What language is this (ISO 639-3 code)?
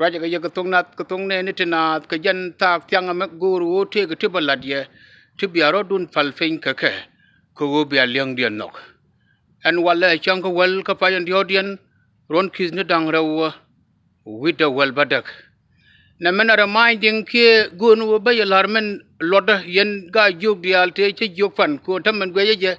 nus